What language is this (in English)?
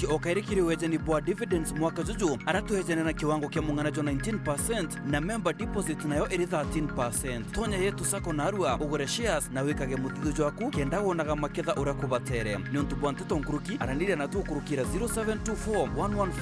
Meru